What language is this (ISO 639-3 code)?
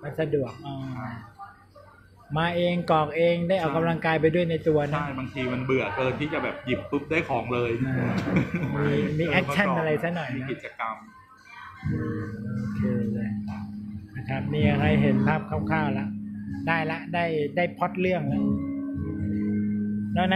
tha